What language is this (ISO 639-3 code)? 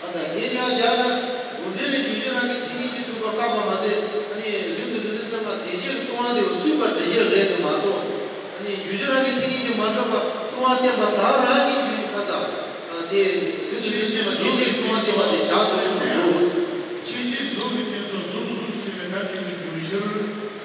bod